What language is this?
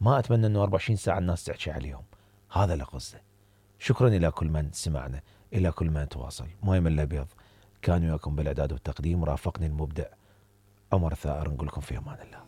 Mesopotamian Arabic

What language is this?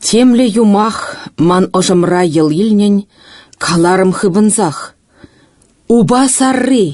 Chuvash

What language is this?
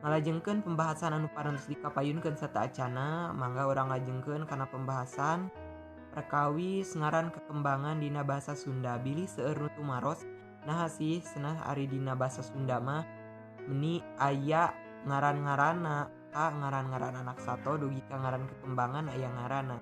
Sundanese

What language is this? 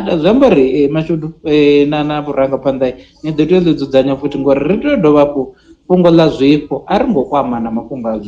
Venda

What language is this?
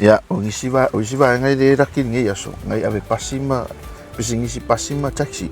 Samoan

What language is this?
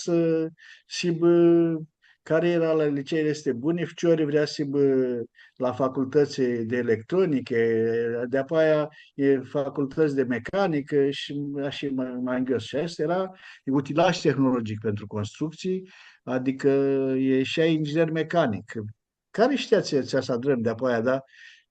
Aromanian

